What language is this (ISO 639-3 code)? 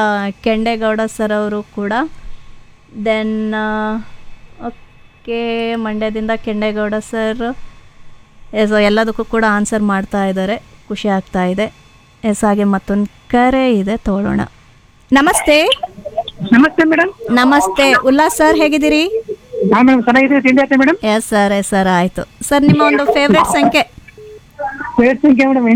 kan